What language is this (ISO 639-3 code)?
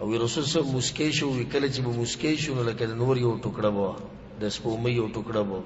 pus